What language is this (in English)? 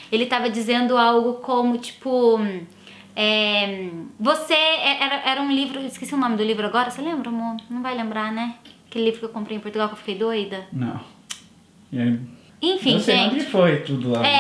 Portuguese